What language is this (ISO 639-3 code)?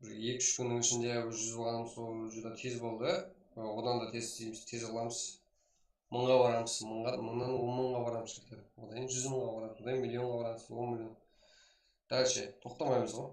kaa